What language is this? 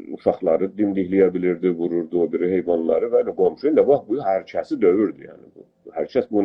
South Azerbaijani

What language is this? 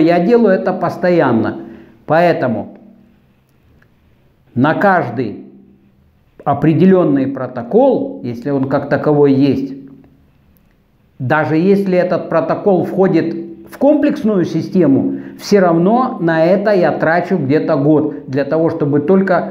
Russian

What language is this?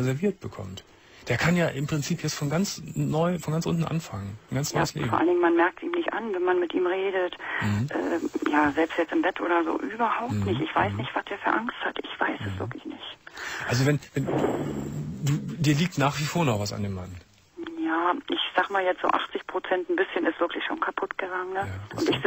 German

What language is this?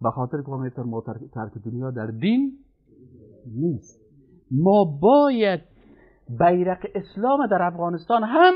Persian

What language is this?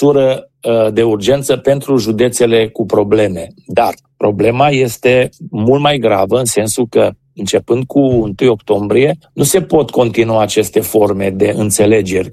Romanian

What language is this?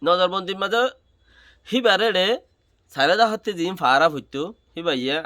Rohingya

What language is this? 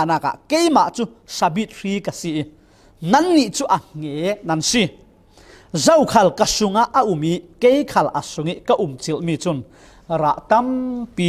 Falam Chin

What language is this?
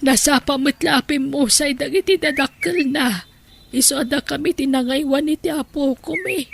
Iloko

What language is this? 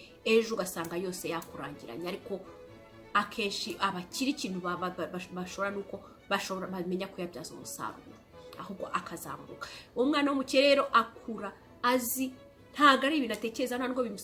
Kinyarwanda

